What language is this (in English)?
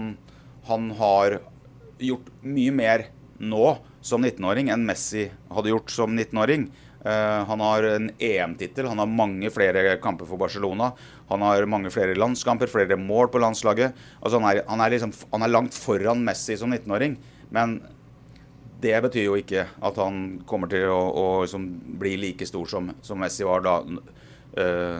Norwegian